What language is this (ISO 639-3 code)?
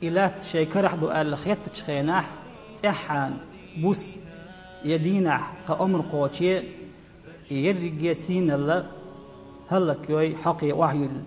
che